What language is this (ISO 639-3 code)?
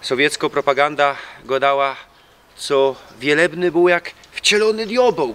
szl